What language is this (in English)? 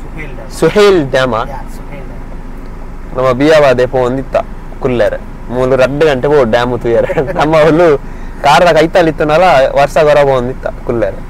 Tulu